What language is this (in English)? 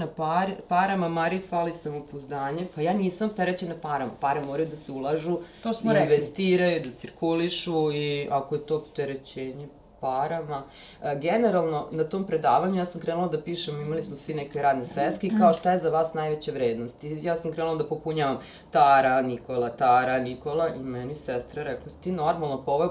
Serbian